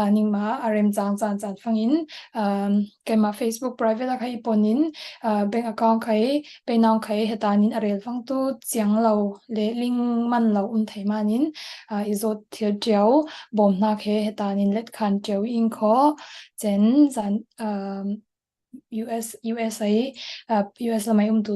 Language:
Falam Chin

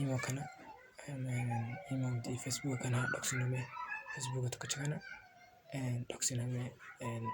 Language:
Oromo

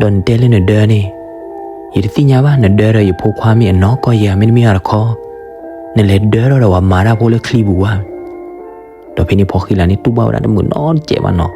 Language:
S'gaw Karen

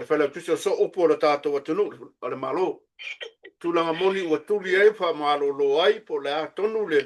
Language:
Samoan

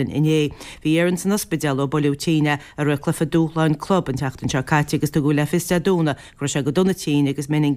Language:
Irish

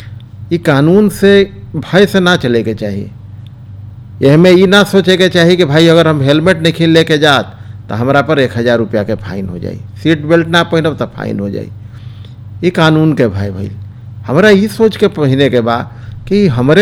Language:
Bhojpuri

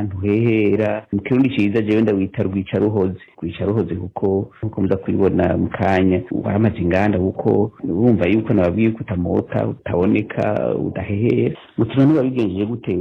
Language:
Rundi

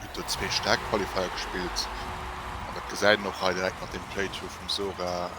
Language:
Luxembourgish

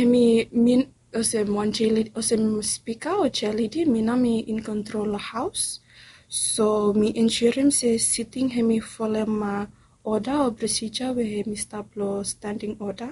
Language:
Bislama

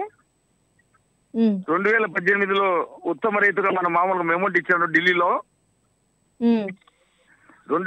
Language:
Telugu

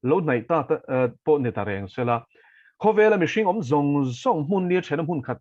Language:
Mizo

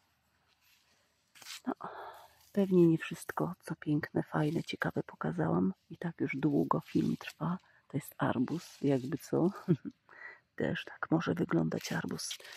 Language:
Polish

